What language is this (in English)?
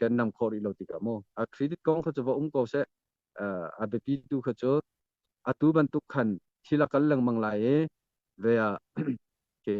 Hakha Chin